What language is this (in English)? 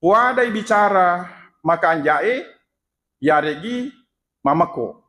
Buginese